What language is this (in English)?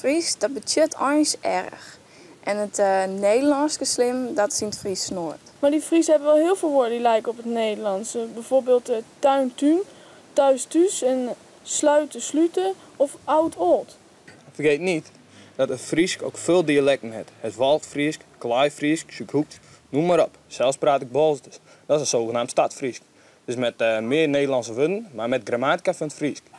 Western Frisian